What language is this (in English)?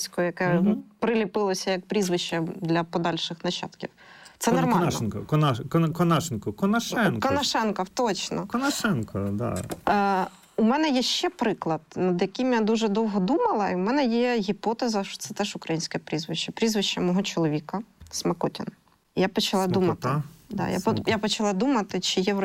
Ukrainian